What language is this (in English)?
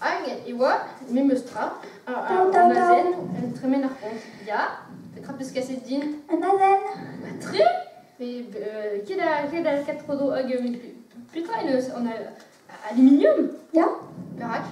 Breton